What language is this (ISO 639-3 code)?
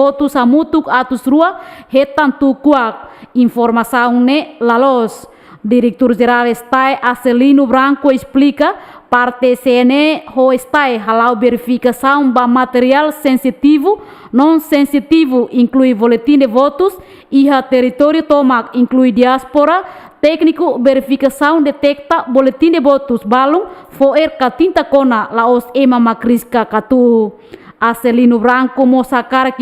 tet